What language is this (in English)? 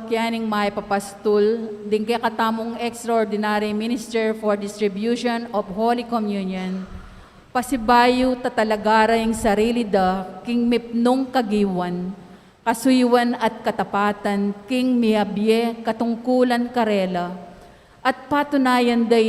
Pampanga